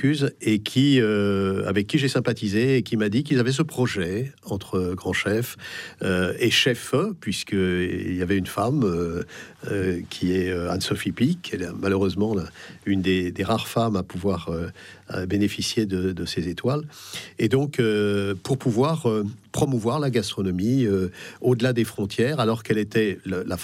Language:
French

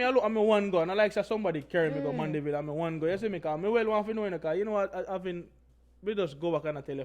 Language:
Jamaican Creole English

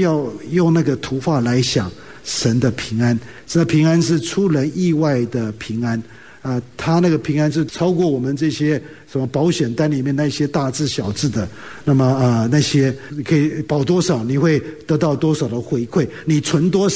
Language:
Chinese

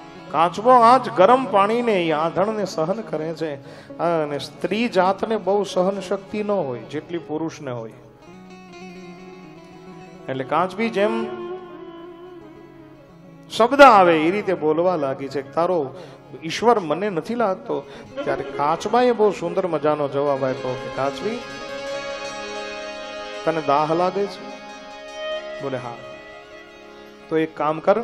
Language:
Gujarati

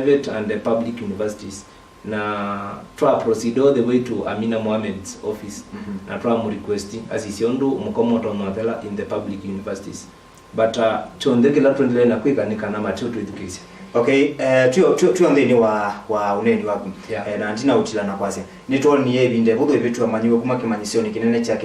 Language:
Kamba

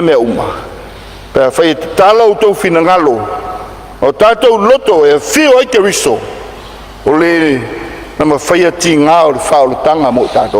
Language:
Samoan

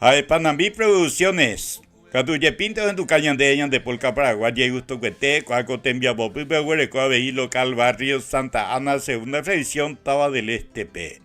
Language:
Guarani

